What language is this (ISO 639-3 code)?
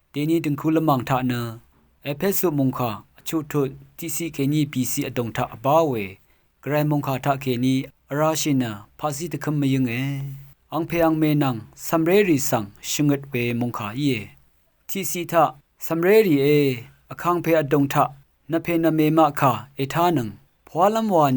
raw